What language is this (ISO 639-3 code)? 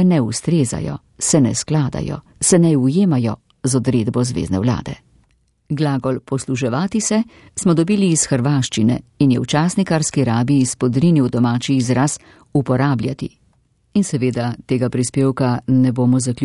slv